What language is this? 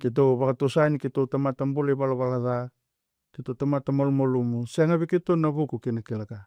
Fijian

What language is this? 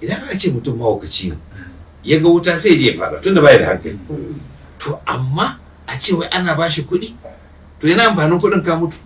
Hausa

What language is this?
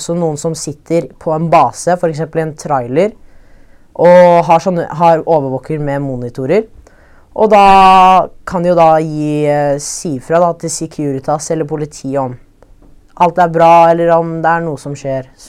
Norwegian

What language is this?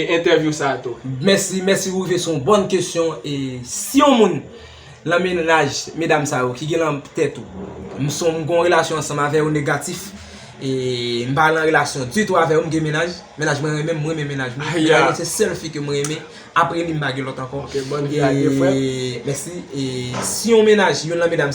Haitian Creole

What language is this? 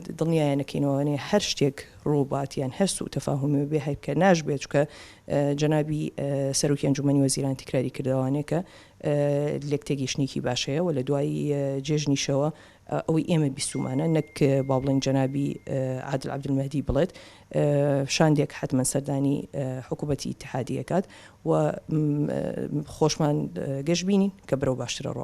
Central Kurdish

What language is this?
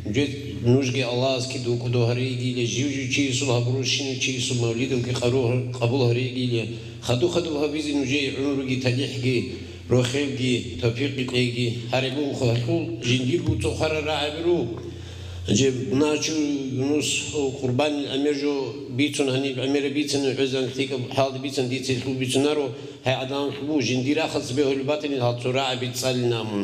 Avaric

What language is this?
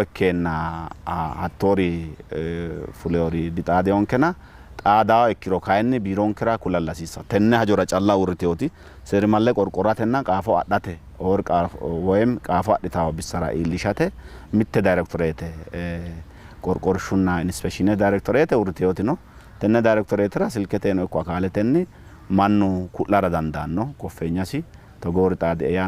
Sidamo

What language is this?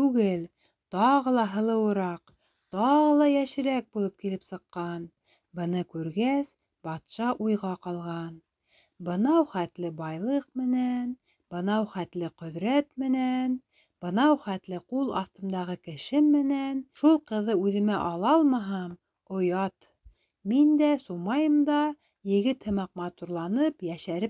Bashkir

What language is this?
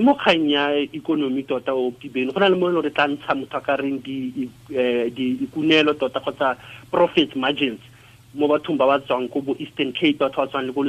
Tswana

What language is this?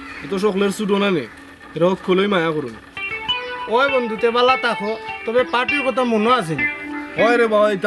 Sylheti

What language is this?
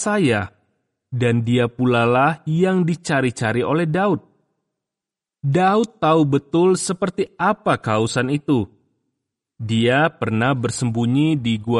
Indonesian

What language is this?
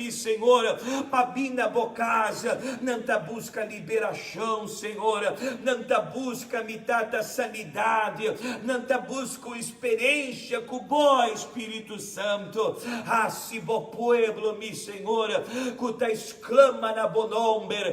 Papiamento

